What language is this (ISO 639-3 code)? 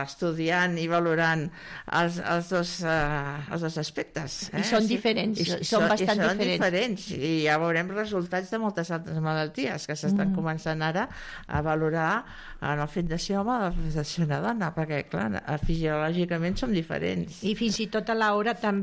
cat